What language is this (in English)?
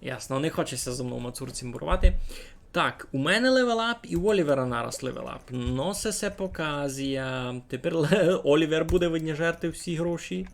Rusyn